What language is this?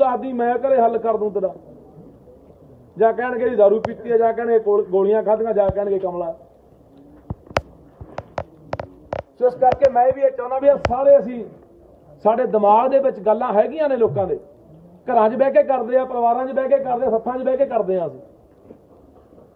Punjabi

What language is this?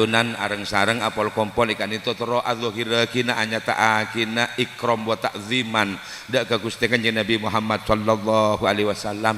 Madurese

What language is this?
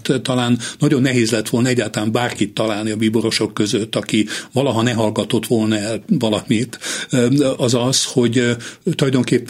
Hungarian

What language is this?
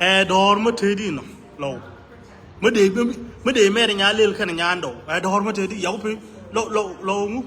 Nuer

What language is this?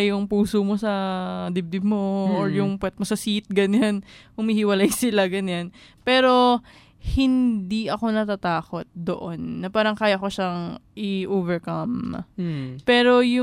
Filipino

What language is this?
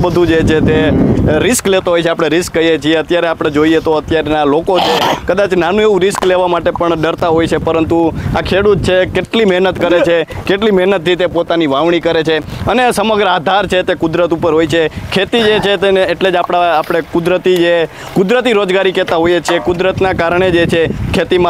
Gujarati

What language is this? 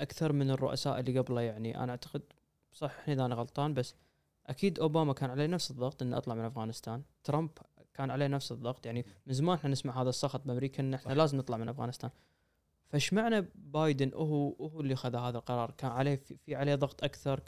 Gulf Arabic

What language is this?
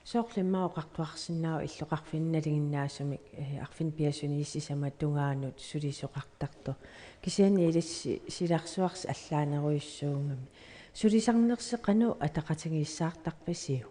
Kalaallisut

